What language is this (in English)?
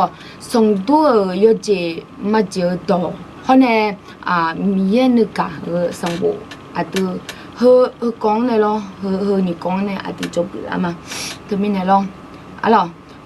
Akha